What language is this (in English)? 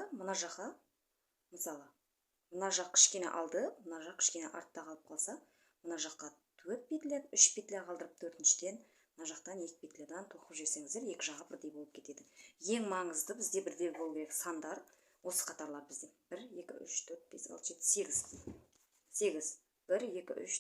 Kazakh